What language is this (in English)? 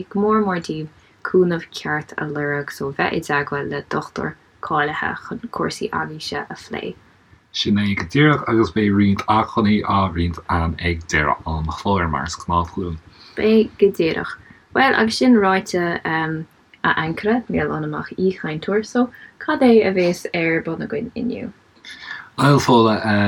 Irish